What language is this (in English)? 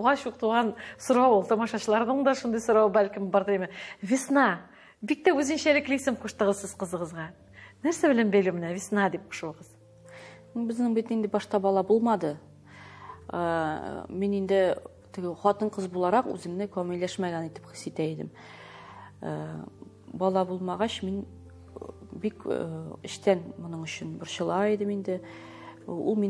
Tatar